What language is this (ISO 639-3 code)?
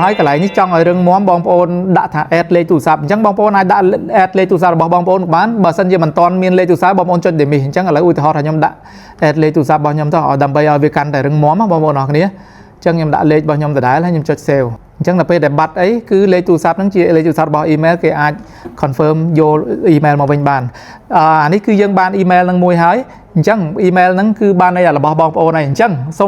khm